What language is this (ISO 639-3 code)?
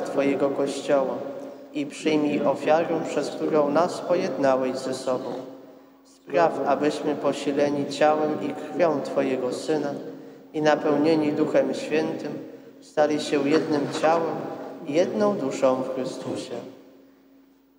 pol